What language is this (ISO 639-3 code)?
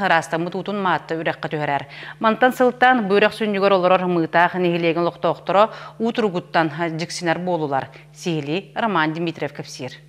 sah